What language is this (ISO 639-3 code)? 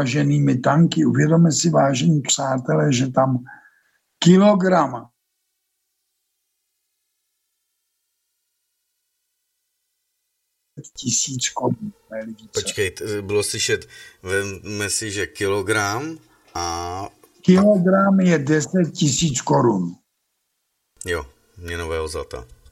ces